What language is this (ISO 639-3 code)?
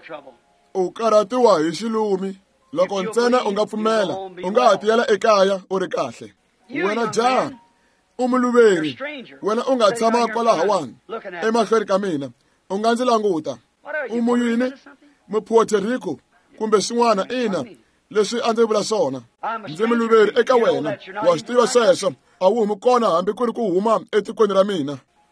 tso